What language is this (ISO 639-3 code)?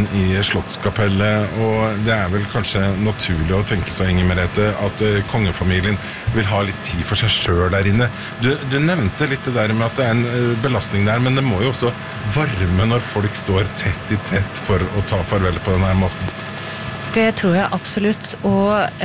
nor